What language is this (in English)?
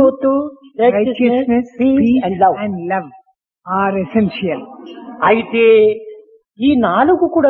Telugu